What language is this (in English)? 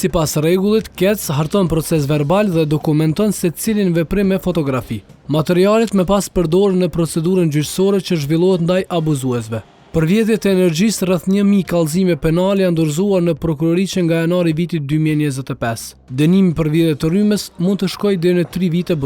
Albanian